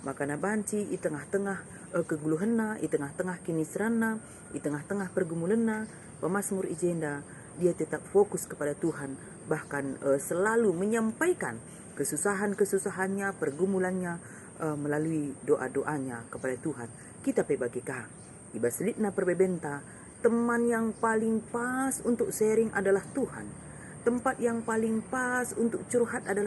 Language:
Batak Karo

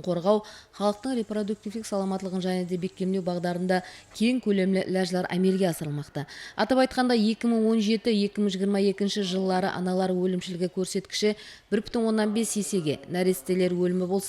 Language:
Kara-Kalpak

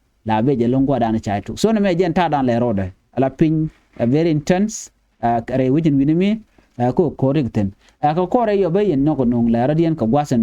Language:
Nuer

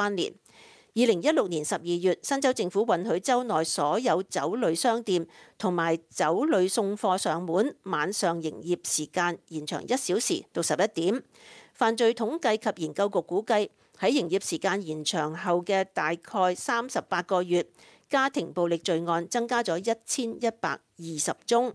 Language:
Cantonese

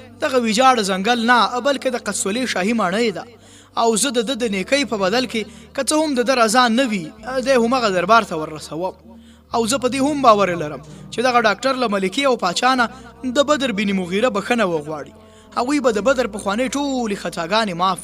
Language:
Pashto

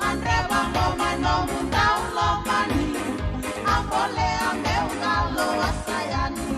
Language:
Fijian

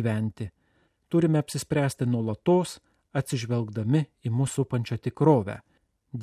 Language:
Lithuanian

